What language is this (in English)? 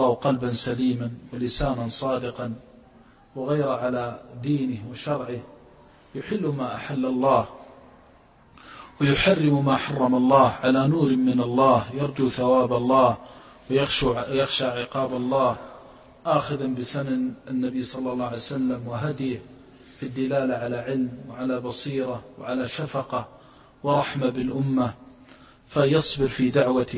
Arabic